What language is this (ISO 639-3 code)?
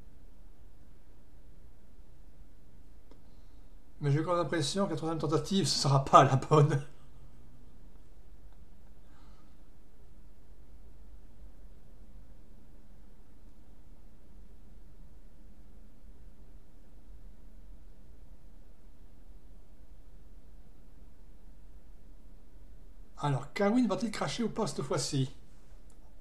fra